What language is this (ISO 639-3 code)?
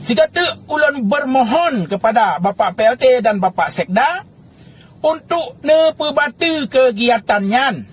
ace